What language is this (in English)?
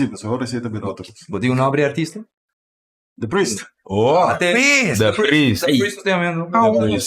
Papiamento